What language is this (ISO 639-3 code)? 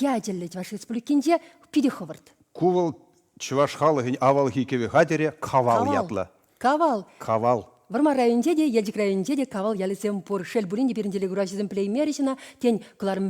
chv